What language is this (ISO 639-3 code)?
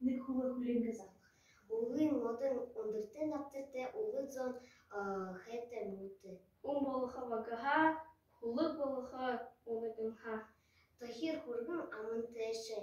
bua